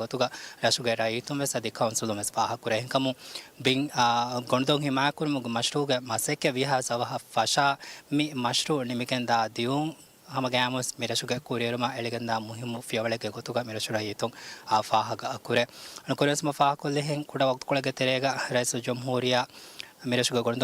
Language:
Divehi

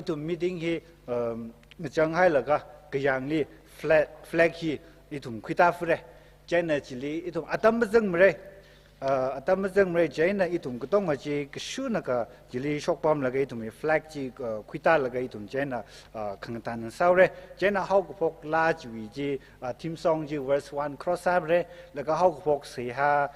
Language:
Tangkhul Naga (India)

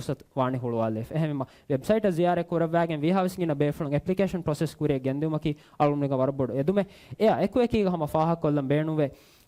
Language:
Divehi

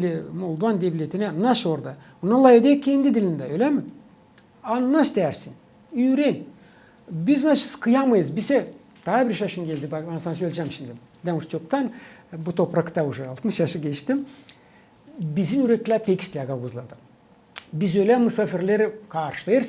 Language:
Gagauz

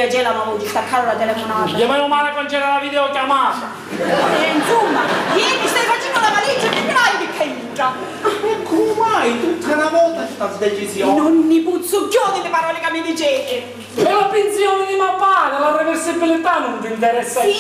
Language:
Sicilian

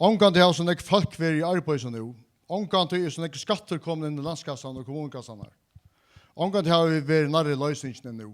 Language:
Faroese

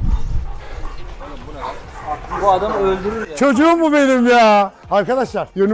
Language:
Turkish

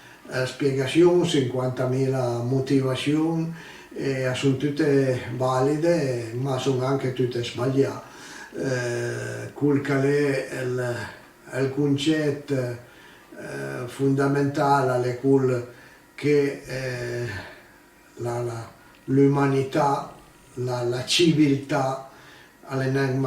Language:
Piedmontese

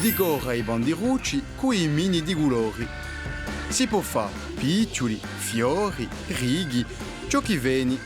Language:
Corsican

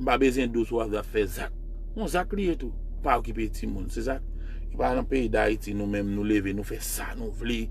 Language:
Haitian Creole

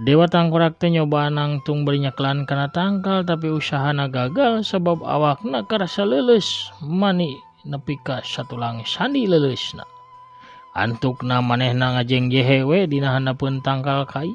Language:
Sundanese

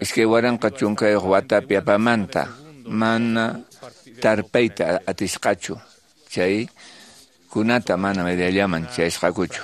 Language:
Quechua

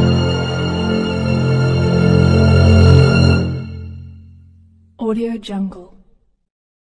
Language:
Italian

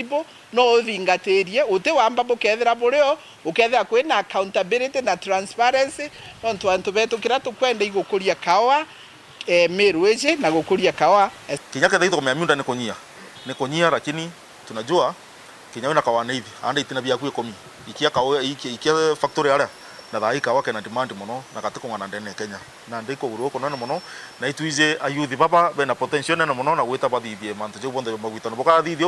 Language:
Meru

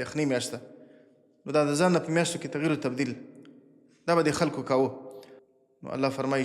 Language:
Pashto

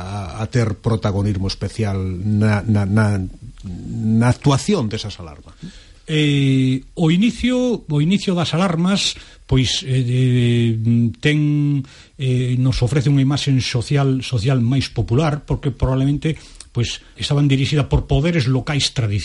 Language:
Galician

